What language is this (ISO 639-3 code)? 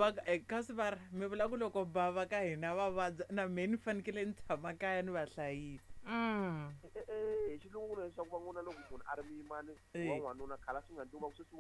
tso